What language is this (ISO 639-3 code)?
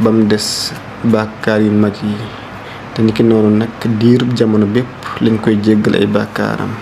wol